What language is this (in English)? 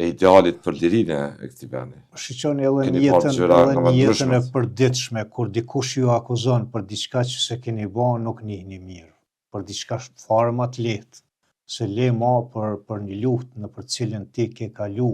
Albanian